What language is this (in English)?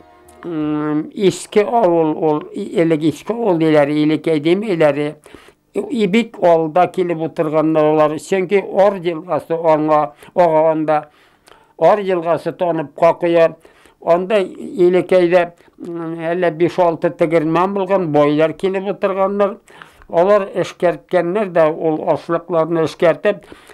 Bashkir